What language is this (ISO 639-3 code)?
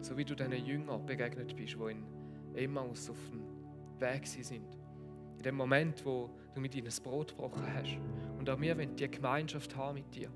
gsw